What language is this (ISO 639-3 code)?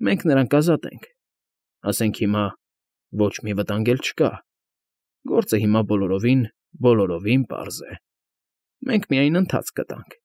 hye